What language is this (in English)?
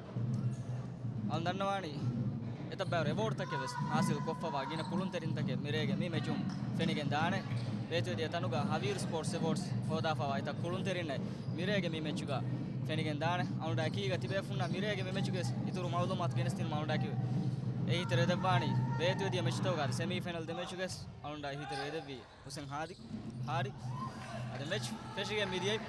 Divehi